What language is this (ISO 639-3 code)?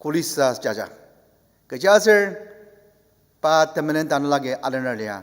njo